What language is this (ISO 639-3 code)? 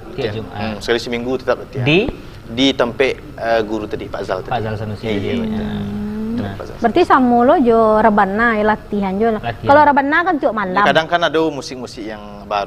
min